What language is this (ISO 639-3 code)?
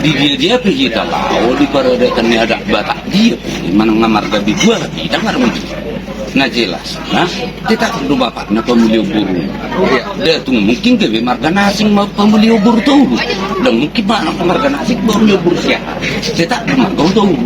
bbc